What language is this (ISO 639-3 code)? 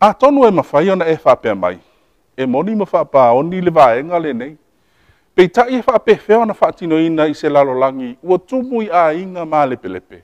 smo